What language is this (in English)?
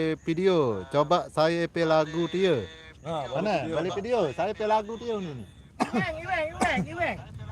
Sasak